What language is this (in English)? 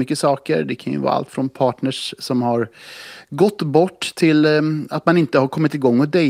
Swedish